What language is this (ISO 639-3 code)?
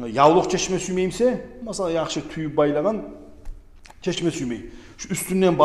kum